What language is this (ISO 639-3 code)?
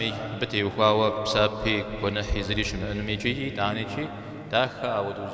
kbd